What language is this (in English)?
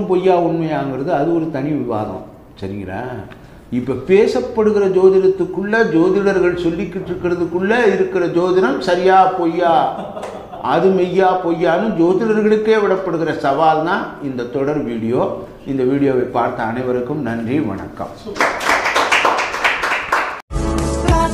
Tamil